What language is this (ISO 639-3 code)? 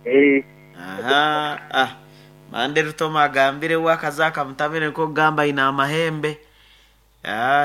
nyo